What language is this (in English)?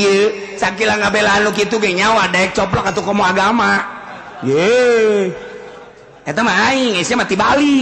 Sundanese